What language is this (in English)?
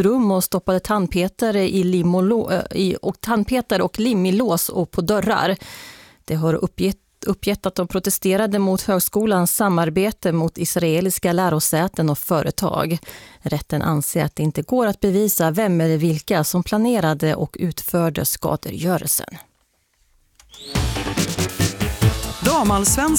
Swedish